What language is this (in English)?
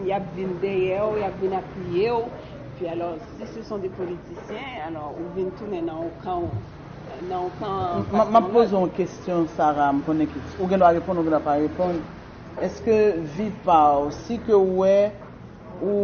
Haitian Creole